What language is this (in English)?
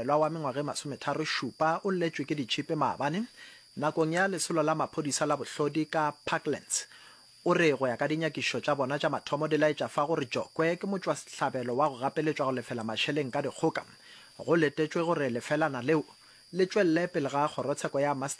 Northern Sotho